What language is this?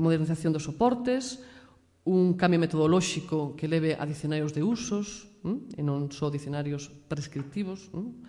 Galician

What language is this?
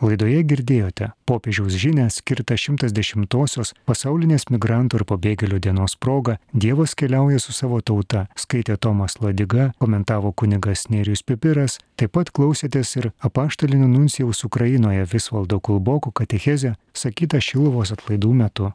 Lithuanian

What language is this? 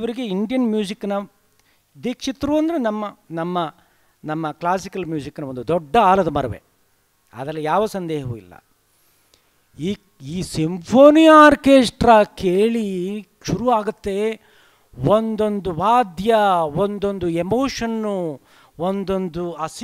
Kannada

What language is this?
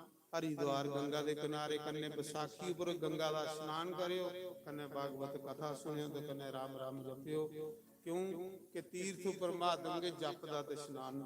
Dogri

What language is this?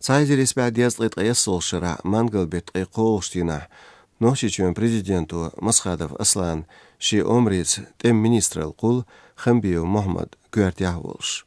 Chechen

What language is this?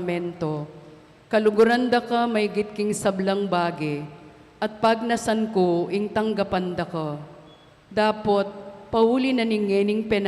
Pampanga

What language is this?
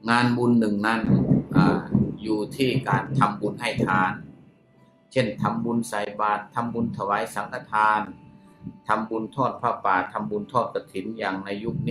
Thai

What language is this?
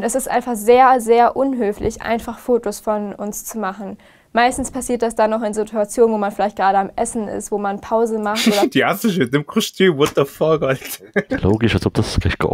Swiss German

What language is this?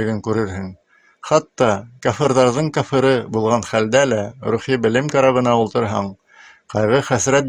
Bashkir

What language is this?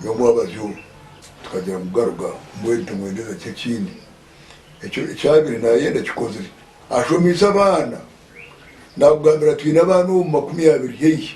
Nyankole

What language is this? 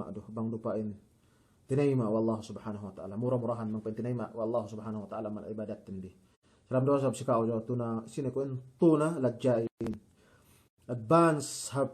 Yakan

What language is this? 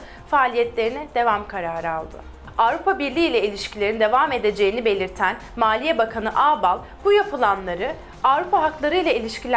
Turkish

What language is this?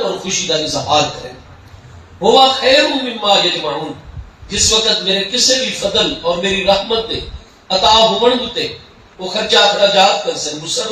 Saraiki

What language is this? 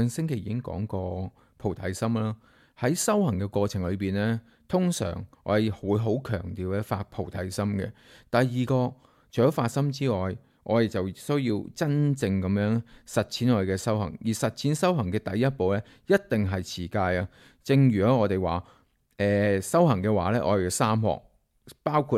Cantonese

